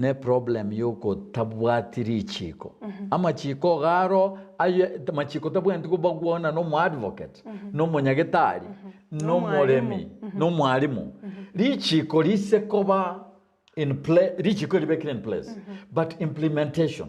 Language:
Gusii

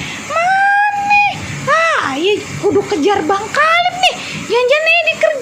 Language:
Betawi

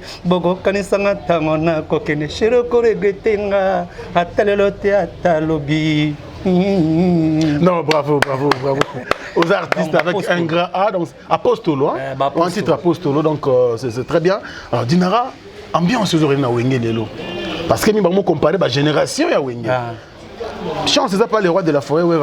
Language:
Lingala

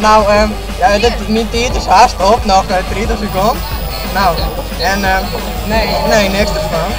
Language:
Western Frisian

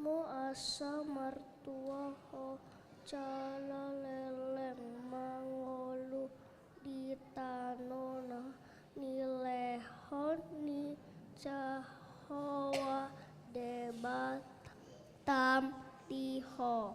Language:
Batak Toba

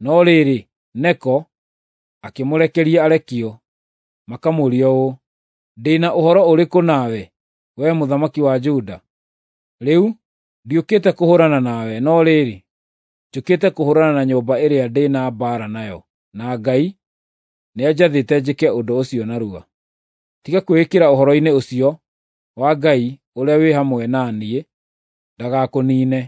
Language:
Kikuyu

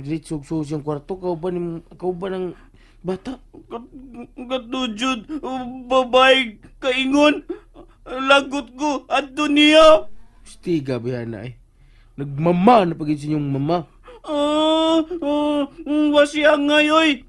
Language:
Cebuano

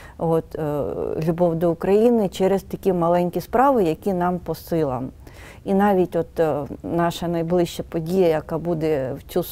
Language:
Ukrainian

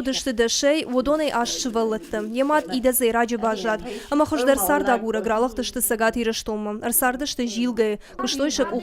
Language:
Ossetic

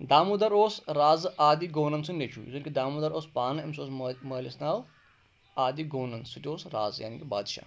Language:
Kashmiri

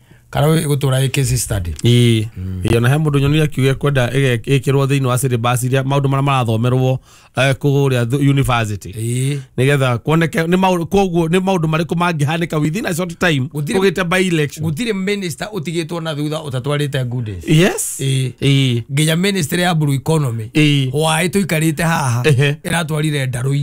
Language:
Kikuyu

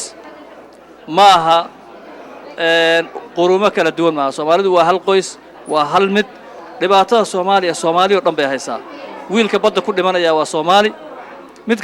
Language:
Somali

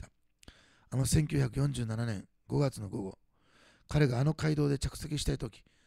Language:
Japanese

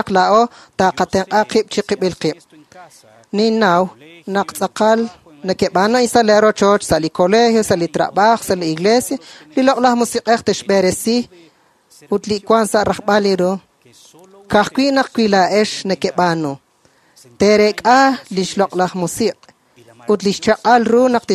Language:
Kekchí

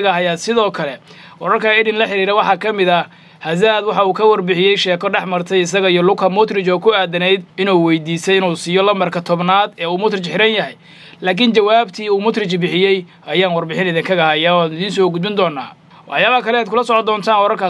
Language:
Somali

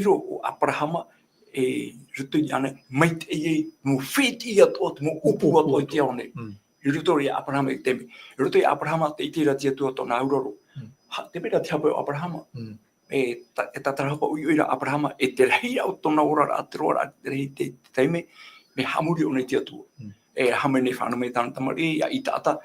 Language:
Tahitian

